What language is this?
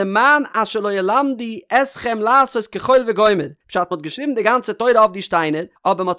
Yiddish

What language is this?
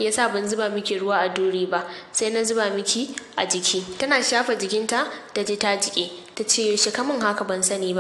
Hausa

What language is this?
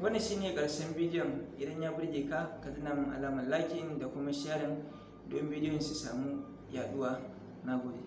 Hausa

